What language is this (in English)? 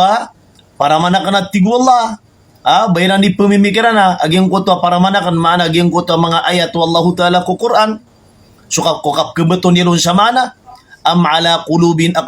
Maranao